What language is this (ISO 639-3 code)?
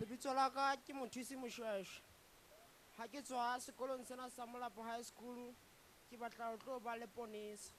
sot